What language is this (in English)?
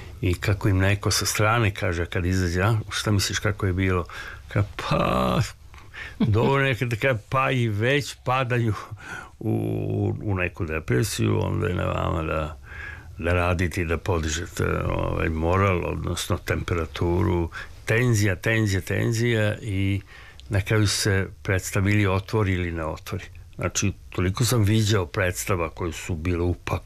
Serbian